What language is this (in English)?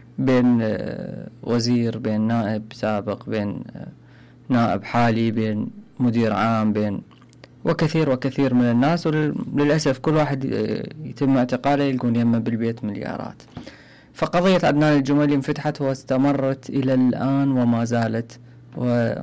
Mesopotamian Arabic